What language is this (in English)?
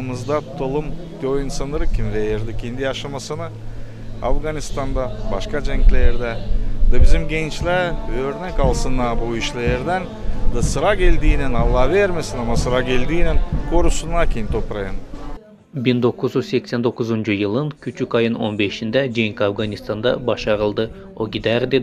Gagauz